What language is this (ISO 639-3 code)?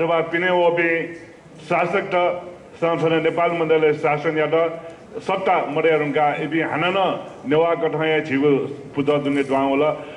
new